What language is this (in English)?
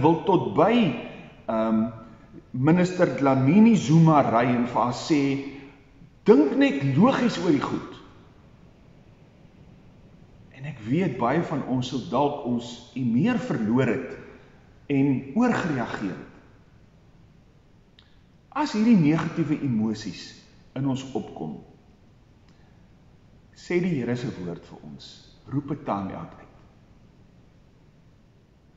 Afrikaans